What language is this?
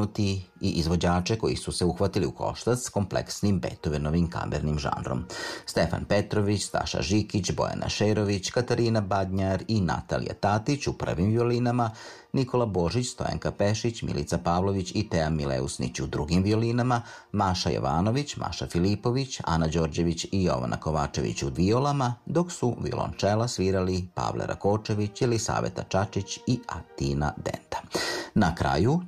Serbian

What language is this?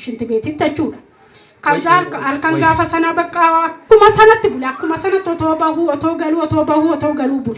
Oromo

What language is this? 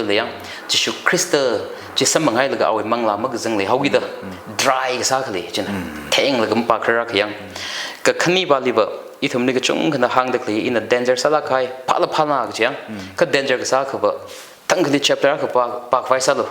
Tangkhul Naga (India)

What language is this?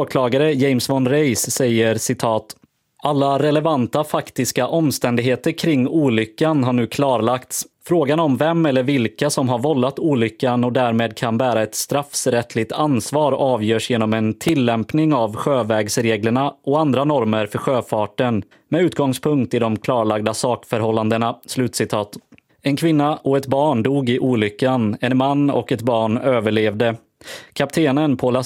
Swedish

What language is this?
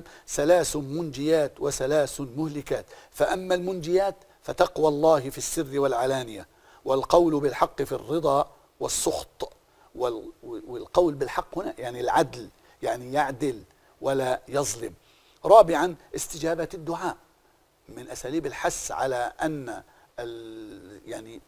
Arabic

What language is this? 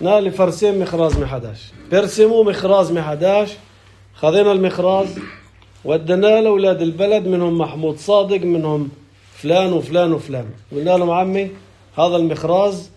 North Levantine Arabic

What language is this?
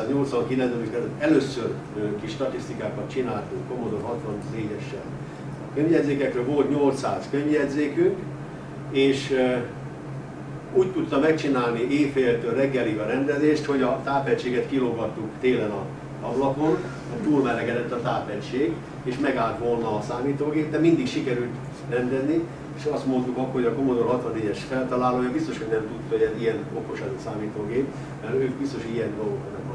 Hungarian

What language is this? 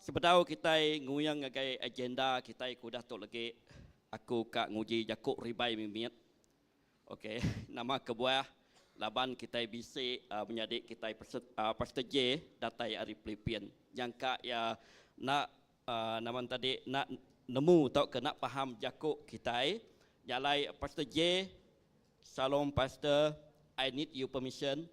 Iban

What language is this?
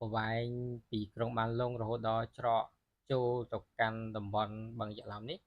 Khmer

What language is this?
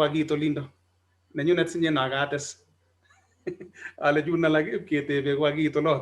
Kalenjin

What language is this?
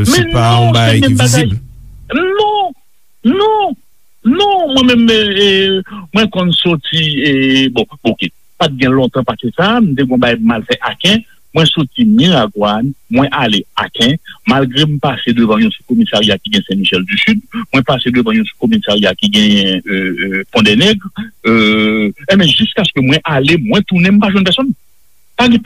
Haitian Creole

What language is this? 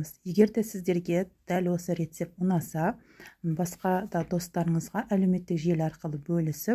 Kazakh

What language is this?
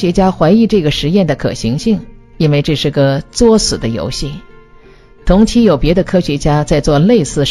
Chinese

